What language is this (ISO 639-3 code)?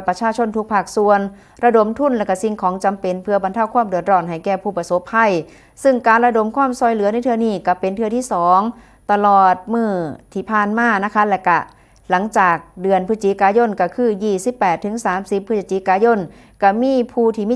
tts